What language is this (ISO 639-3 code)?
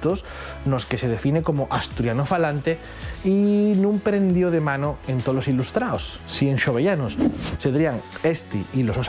ast